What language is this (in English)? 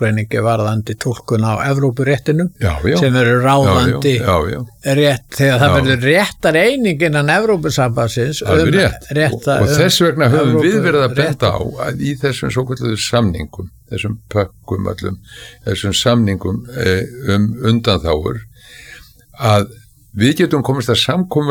Icelandic